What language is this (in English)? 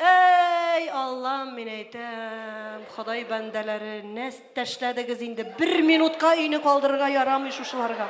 Tatar